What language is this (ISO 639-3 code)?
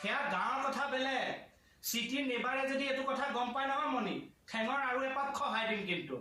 asm